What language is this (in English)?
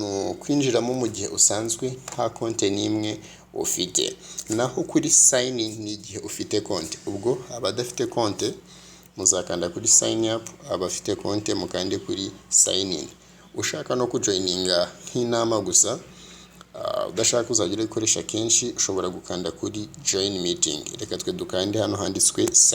Kinyarwanda